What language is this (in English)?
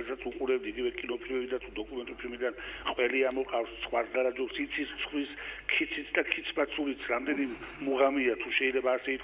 Georgian